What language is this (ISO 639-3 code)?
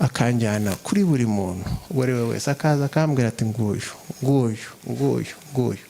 kin